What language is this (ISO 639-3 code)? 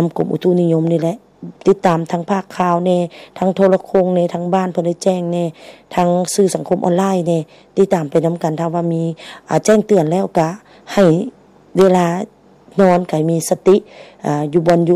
lao